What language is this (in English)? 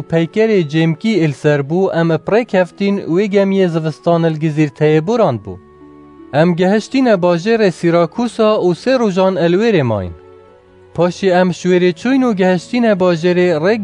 Kurdish